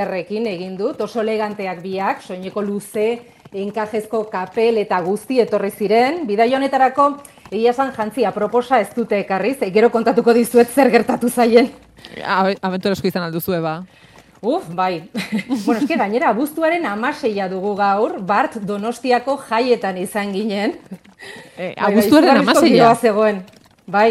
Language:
Basque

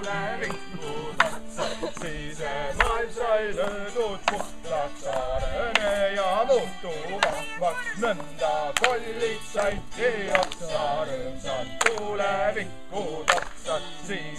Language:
Estonian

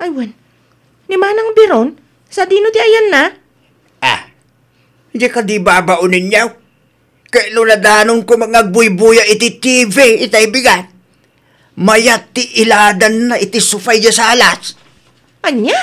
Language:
Iloko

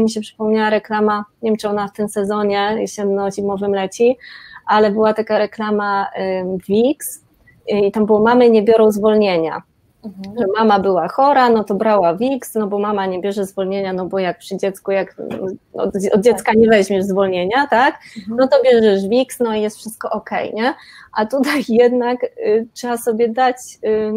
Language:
Polish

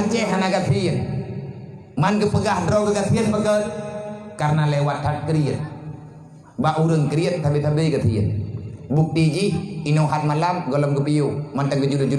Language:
Achinese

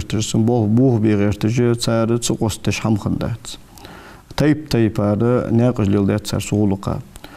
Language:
Ingush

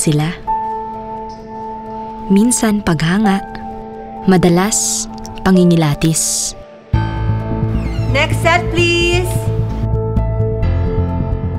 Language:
Filipino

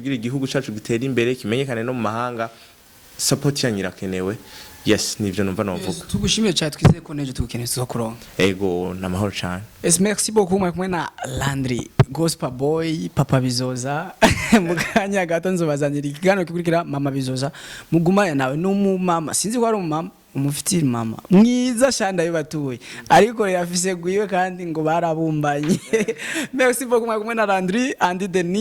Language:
Rundi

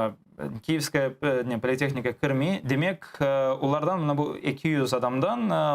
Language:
Crimean Tatar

